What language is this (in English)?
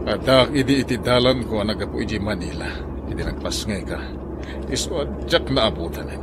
Iloko